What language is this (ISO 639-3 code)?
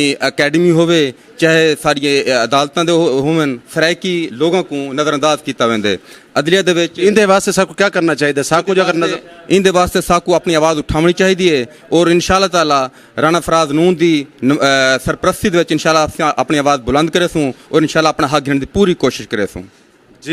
skr